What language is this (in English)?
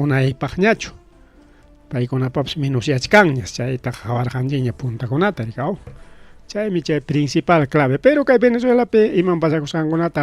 Ayacucho Quechua